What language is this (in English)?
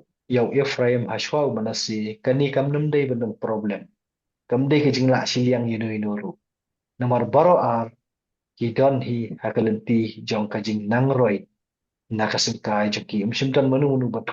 Khasi